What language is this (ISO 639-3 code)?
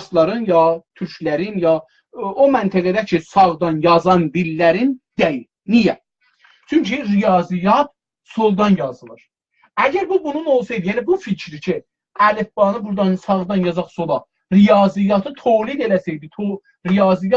azb